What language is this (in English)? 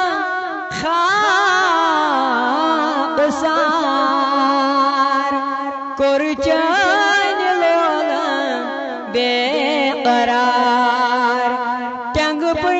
Kashmiri